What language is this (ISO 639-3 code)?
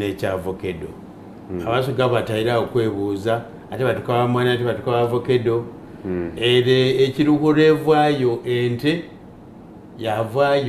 xog